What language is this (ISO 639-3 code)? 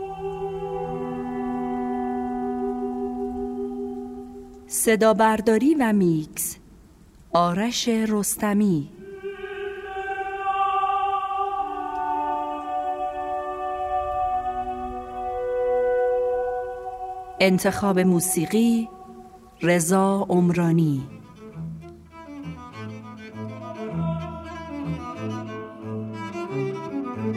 fas